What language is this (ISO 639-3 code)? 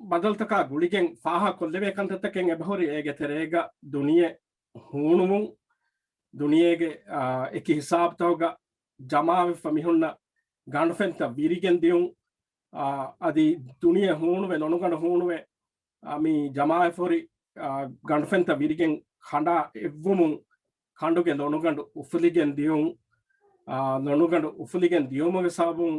div